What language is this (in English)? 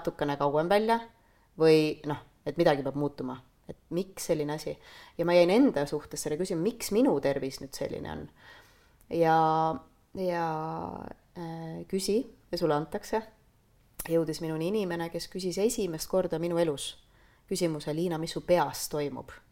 Estonian